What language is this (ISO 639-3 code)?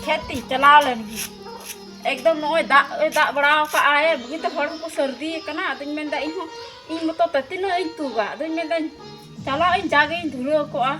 sat